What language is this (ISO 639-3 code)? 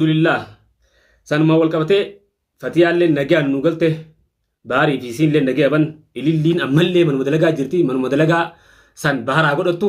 orm